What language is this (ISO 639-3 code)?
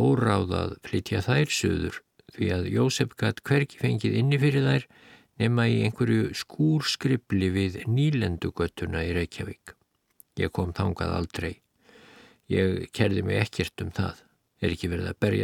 isl